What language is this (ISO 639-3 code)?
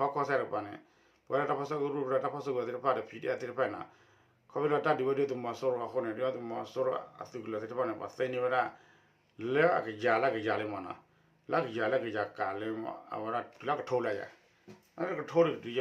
ksw